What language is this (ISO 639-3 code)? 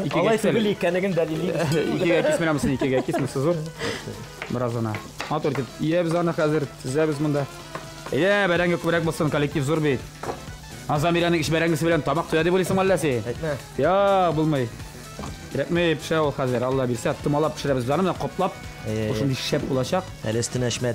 tat